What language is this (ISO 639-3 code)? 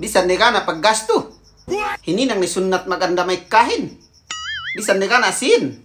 yka